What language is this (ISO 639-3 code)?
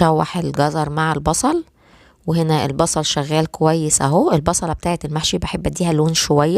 arz